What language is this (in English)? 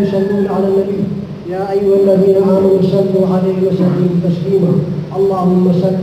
Maranao